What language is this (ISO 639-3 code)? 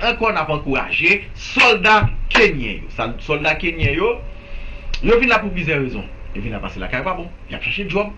hat